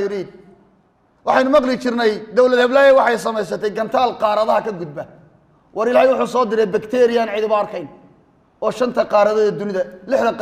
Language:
Somali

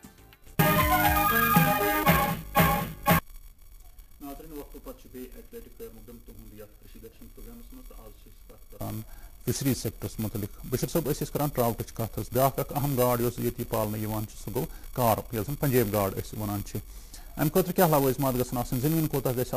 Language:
Kashmiri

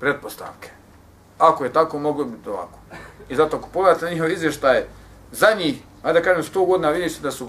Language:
Bosnian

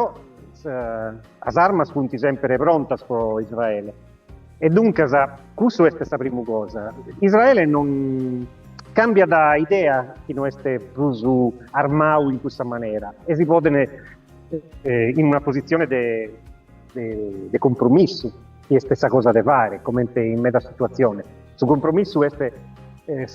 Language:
Sardinian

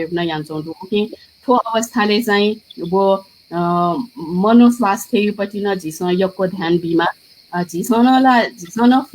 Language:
Newari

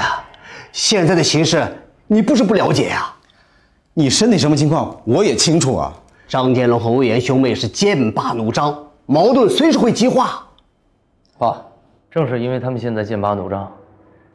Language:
Chinese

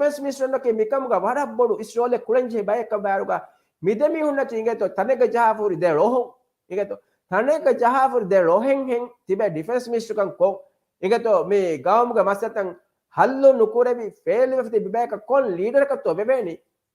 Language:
Divehi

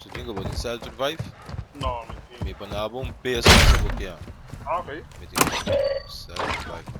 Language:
Papiamento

